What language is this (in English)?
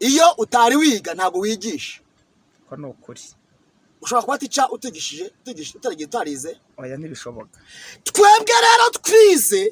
Kinyarwanda